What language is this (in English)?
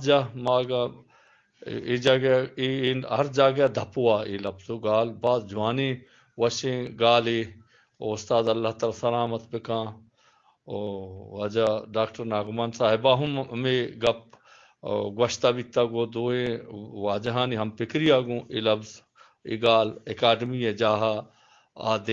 Eastern Balochi